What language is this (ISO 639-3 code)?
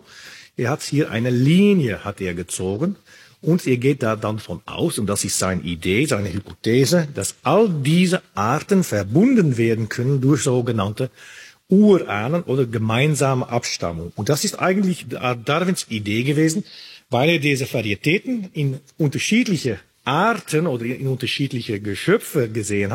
deu